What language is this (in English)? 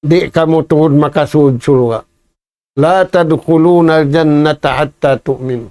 Tausug